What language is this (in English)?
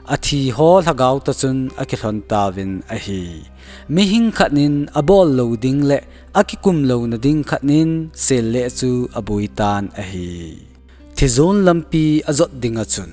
Thado Chin